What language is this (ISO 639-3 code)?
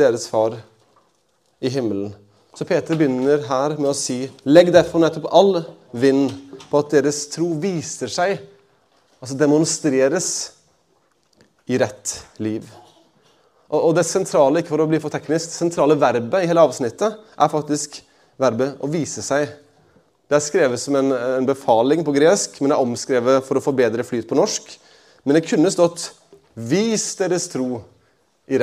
nor